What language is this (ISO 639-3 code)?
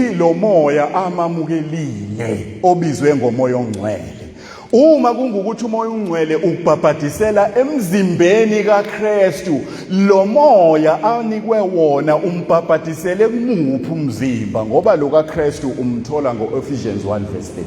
zul